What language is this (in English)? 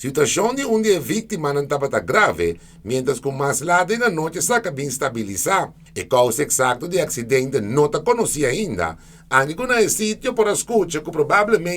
Papiamento